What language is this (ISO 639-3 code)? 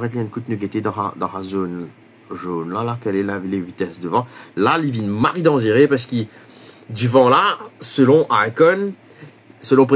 mfe